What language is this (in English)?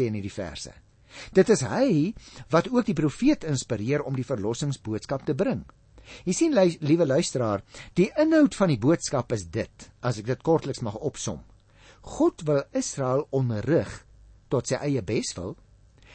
Afrikaans